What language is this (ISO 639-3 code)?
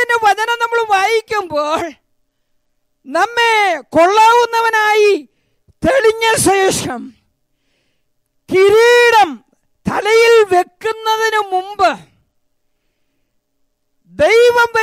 mal